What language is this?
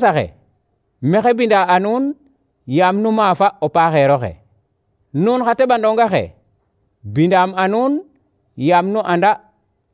Serer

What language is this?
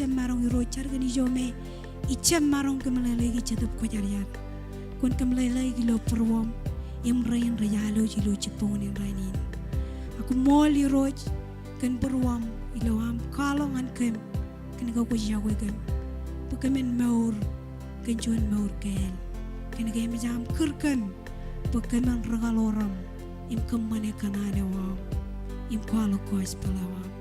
Marshallese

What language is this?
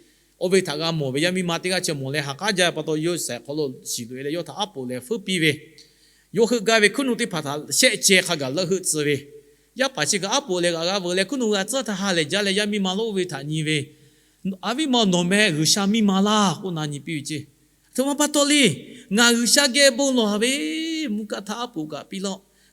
Lahu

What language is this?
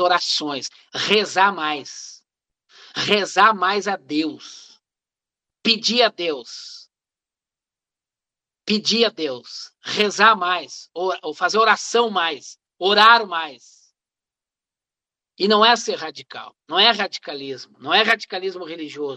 Portuguese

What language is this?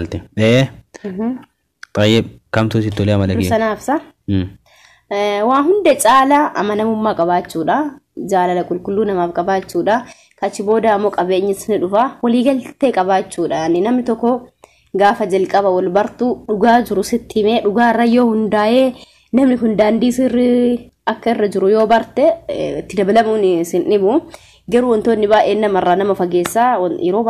Oromo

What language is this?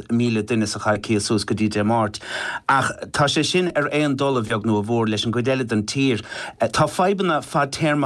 Irish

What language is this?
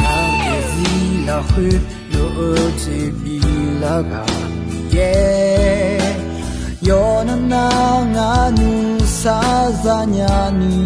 Akha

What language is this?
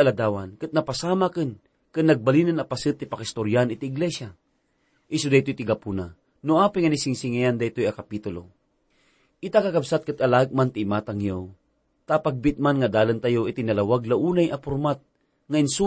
Iloko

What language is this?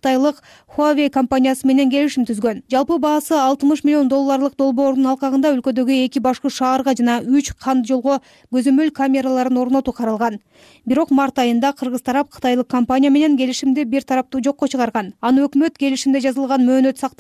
Kyrgyz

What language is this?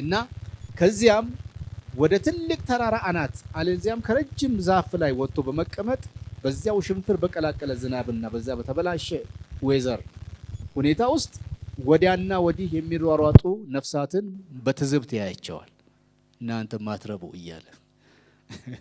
Amharic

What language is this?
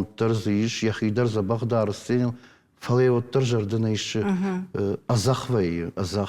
Ossetic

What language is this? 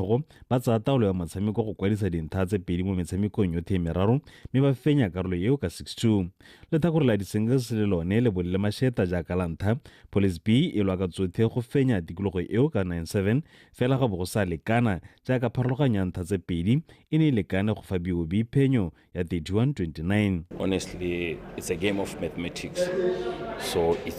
Tswana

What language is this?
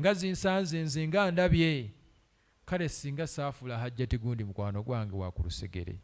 Ganda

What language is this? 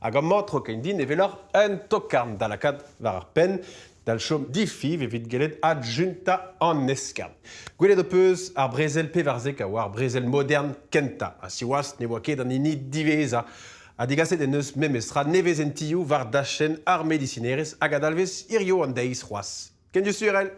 Breton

